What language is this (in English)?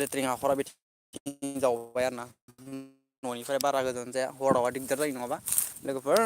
Bodo